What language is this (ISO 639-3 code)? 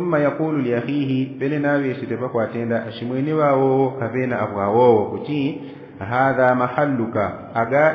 yao